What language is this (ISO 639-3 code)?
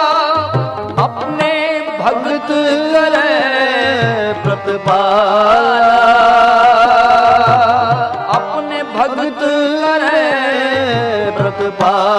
pan